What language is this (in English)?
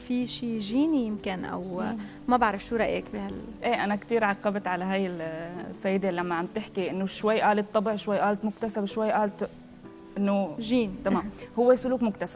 North Levantine Arabic